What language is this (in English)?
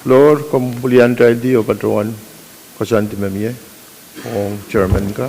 Pohnpeian